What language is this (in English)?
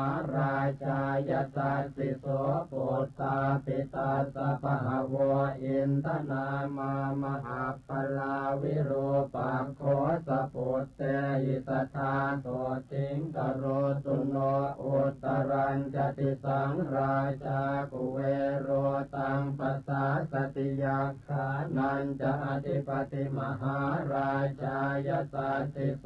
Pali